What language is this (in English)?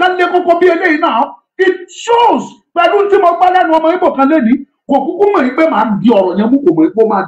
Yoruba